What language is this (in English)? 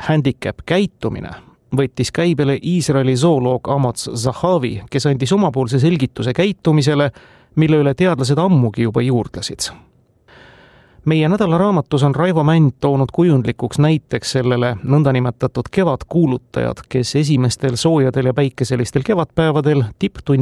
Estonian